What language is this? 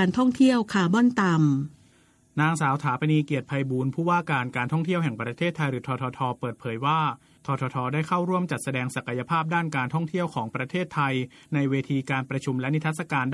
Thai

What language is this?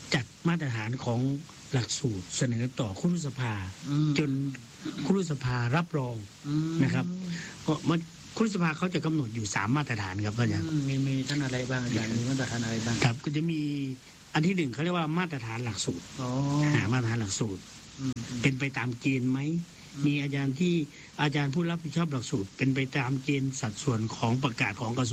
Thai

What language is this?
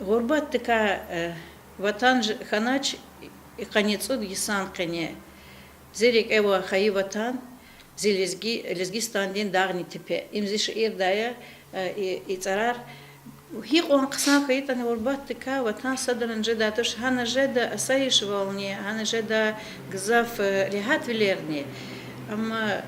Lezghian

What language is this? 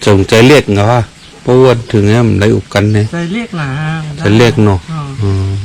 Shan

